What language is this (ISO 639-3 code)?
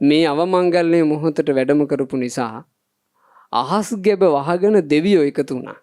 sin